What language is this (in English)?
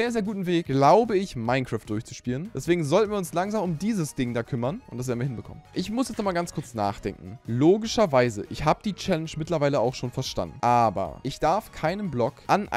German